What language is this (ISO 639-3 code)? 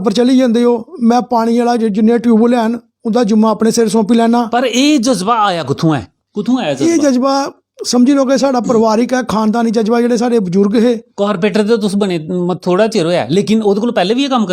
doi